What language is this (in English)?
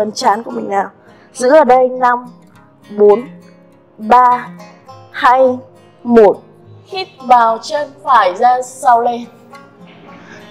Vietnamese